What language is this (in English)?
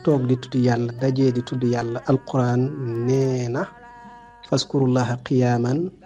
Wolof